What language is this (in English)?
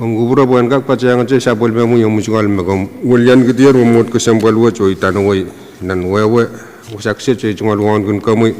Pohnpeian